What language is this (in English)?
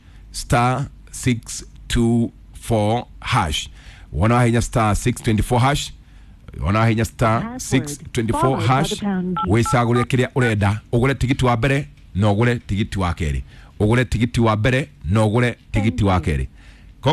Kikuyu